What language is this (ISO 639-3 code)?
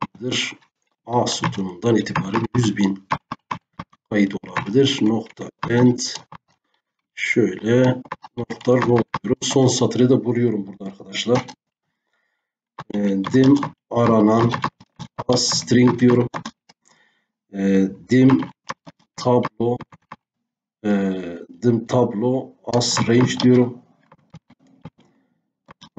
tur